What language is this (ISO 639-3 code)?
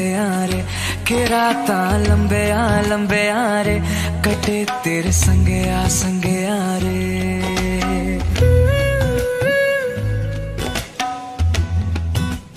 hin